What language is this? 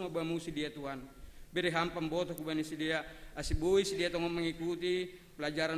Batak Simalungun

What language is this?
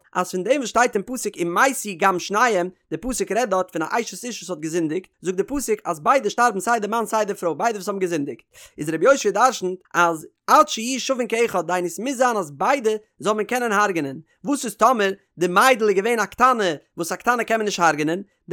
Yiddish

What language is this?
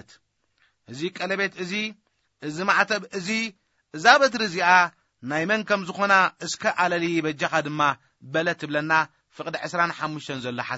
Tigrinya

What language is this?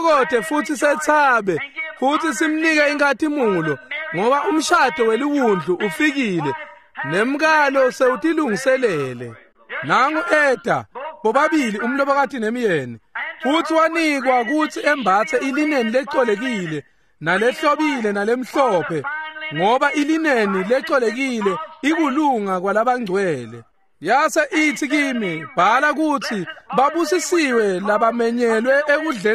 Swati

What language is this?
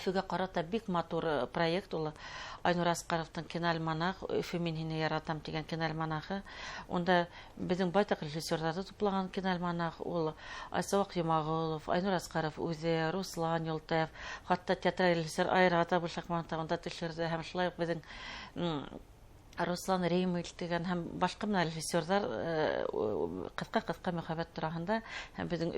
Bashkir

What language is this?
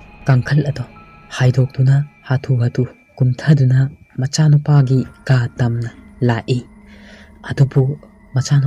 Manipuri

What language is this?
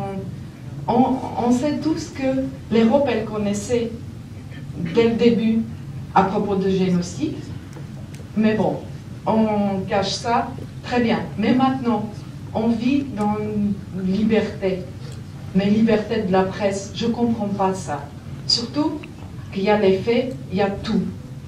French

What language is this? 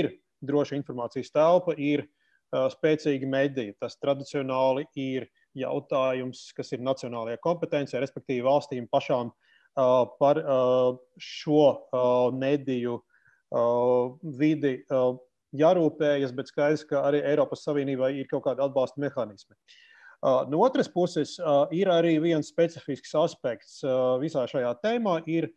Latvian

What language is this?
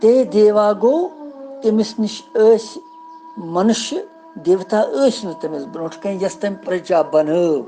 Kashmiri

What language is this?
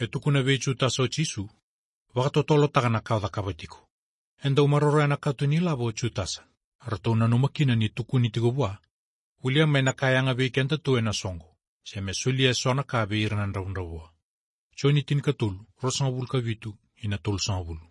Fijian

